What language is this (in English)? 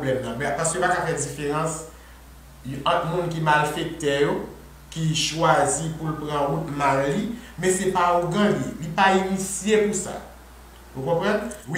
Haitian Creole